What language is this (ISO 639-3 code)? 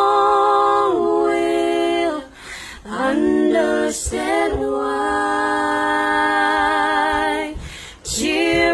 pck